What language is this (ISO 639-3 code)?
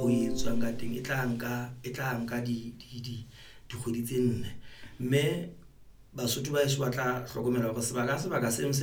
sot